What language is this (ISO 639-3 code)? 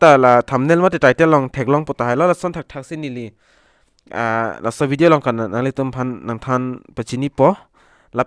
mjw